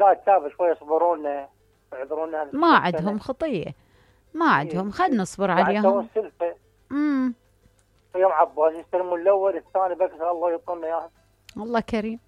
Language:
Mesopotamian Arabic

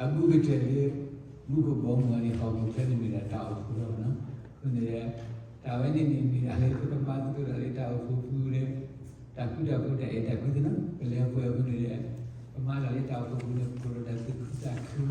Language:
S'gaw Karen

